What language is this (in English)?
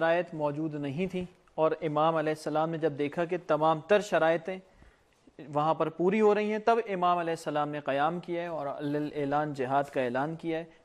Urdu